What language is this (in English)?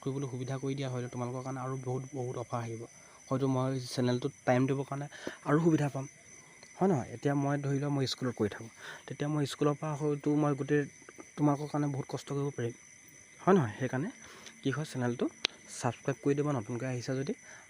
Assamese